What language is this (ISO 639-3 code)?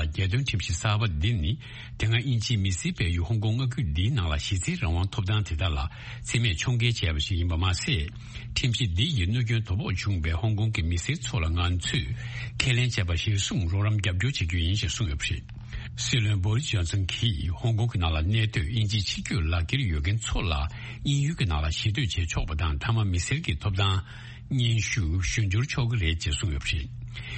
bod